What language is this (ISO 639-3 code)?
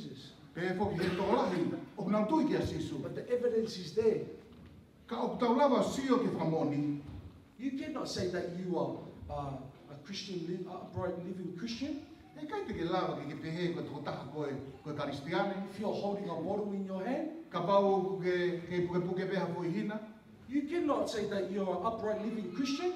ton